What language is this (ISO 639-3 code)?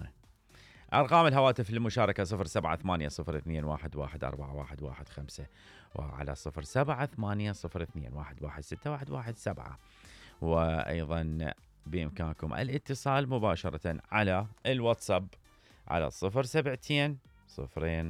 acm